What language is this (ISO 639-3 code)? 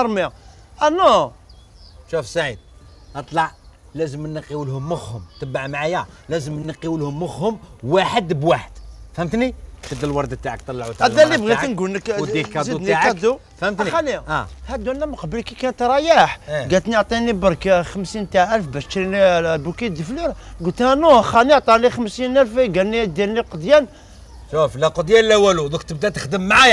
arq